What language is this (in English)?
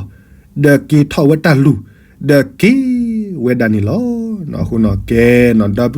S'gaw Karen